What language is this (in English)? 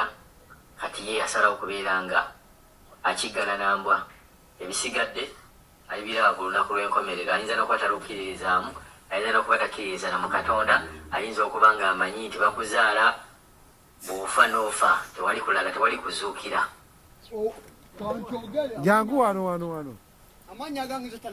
Ganda